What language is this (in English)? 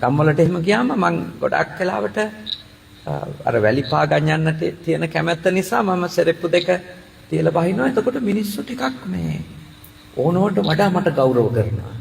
Sinhala